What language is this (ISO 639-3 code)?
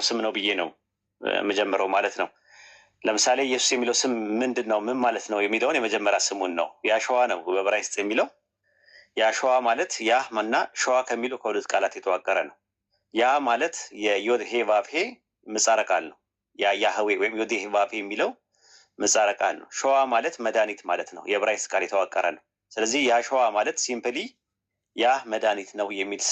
amh